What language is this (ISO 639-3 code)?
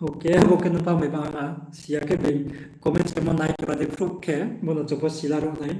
ria